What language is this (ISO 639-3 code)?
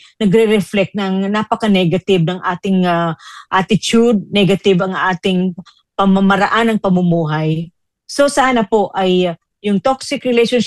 fil